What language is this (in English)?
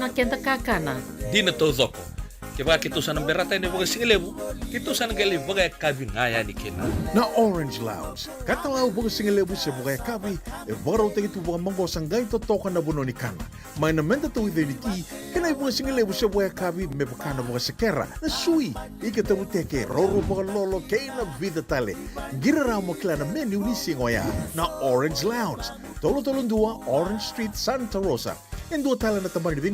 Fijian